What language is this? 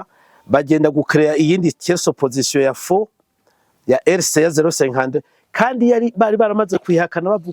Rundi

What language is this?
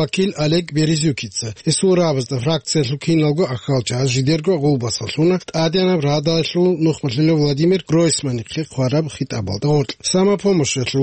Avaric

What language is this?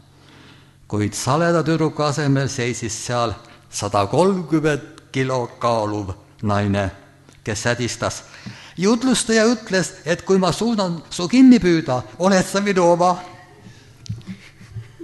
Estonian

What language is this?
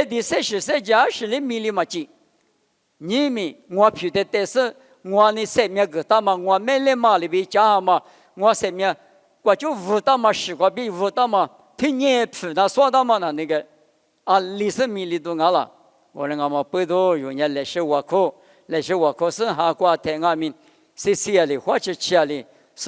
Lisu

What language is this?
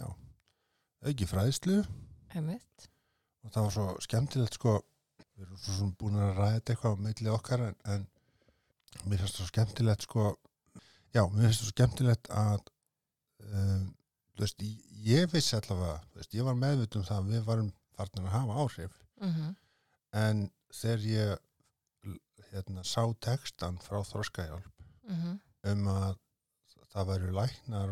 Icelandic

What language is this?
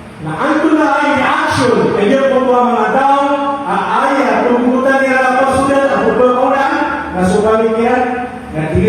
Maranao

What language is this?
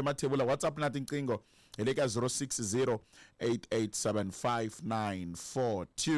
Tsonga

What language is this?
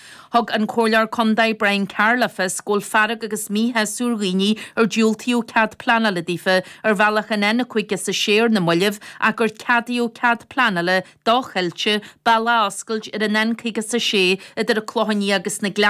Irish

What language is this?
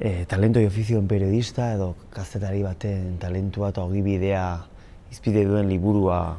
Basque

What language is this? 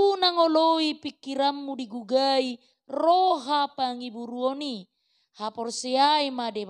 Batak Toba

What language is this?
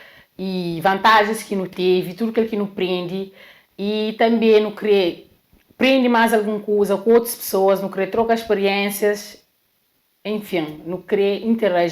Kabuverdianu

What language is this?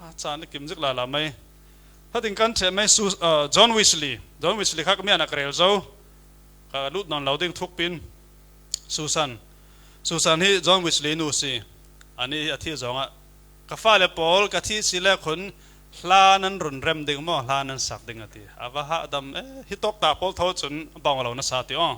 Falam Chin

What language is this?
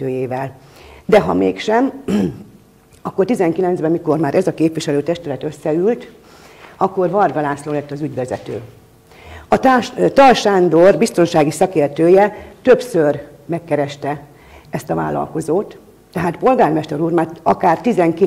Hungarian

